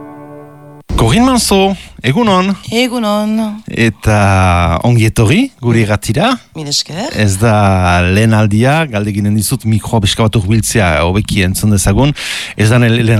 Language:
Basque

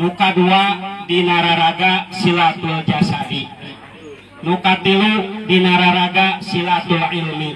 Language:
Sundanese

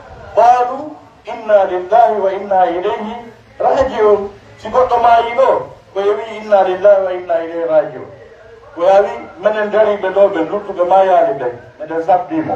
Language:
Pular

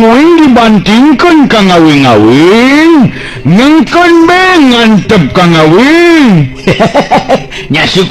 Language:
Sundanese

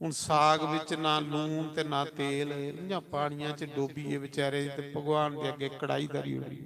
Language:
Dogri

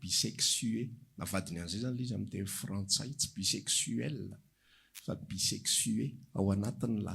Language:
Malagasy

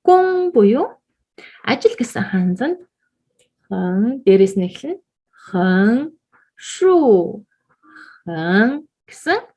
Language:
Mongolian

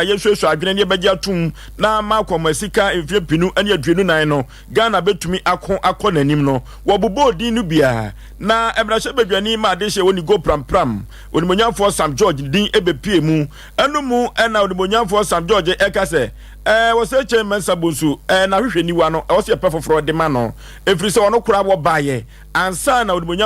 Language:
Akan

